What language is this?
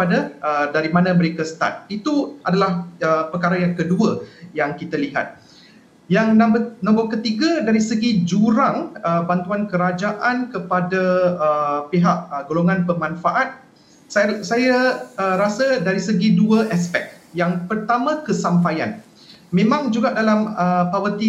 Malay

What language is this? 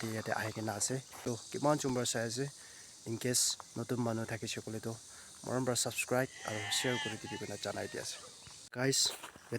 Naga Pidgin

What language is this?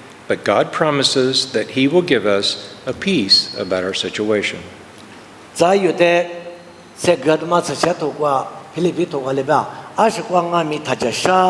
Lisu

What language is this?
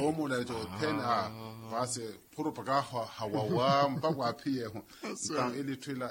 Makhuwa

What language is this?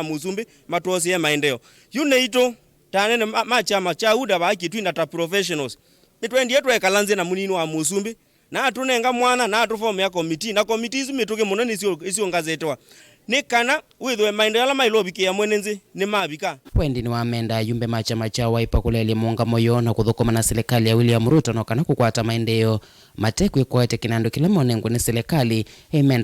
Kamba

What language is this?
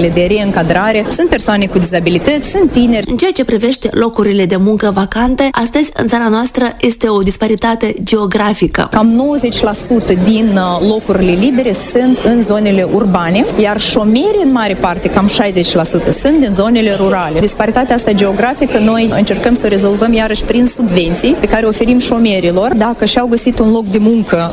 Romanian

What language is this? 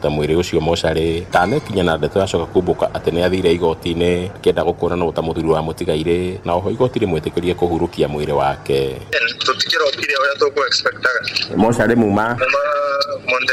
Kikuyu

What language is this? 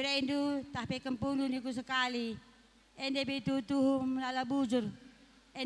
Batak Karo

